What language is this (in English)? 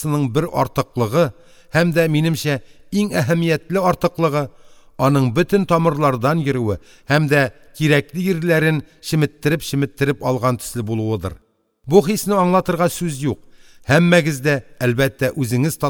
Tatar